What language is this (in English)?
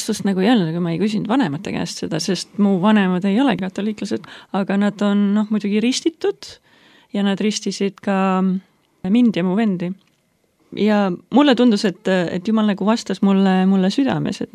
Estonian